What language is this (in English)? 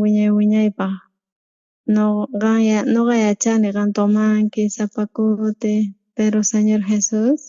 South Bolivian Quechua